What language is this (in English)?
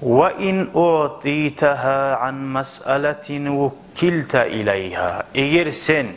Kumyk